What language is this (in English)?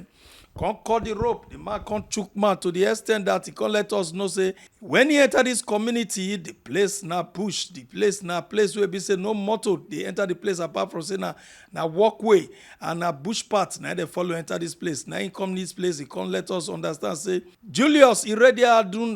Nigerian Pidgin